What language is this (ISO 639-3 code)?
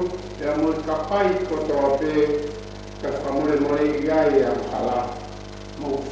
ton